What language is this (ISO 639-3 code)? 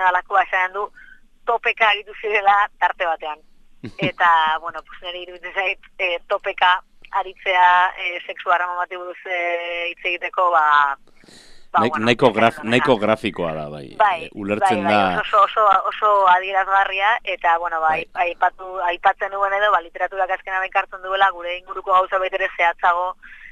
eus